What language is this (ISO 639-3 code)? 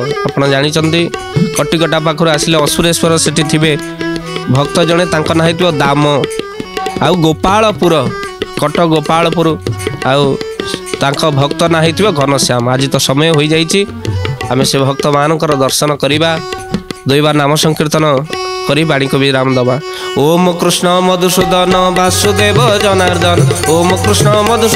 ori